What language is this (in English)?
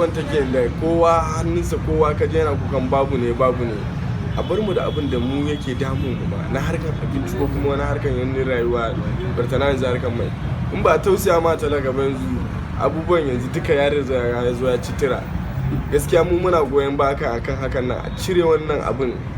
Hausa